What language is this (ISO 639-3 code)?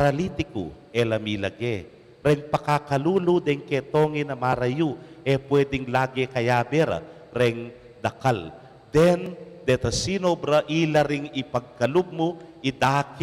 pam